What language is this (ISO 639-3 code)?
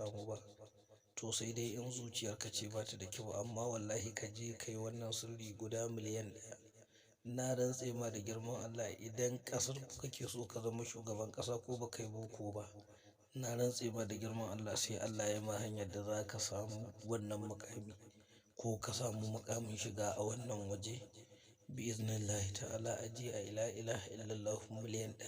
hau